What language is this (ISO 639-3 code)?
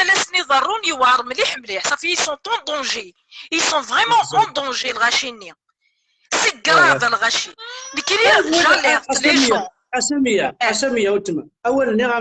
kab